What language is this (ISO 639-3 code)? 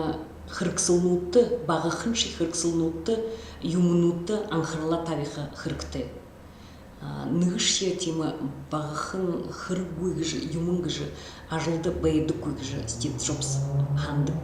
bua